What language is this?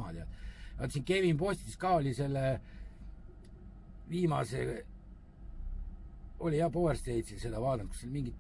Estonian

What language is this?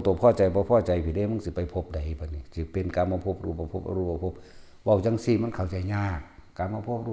Northeastern Thai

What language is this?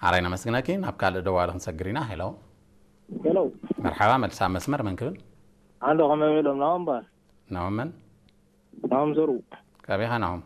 Tigrinya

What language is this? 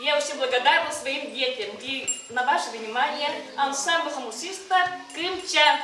Yakut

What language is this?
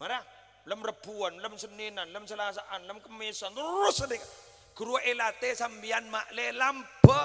Madurese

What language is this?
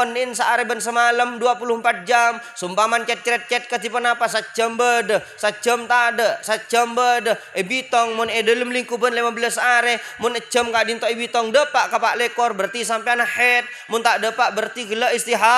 Madurese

